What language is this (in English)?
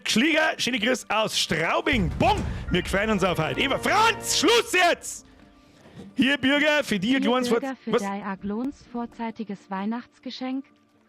Bavarian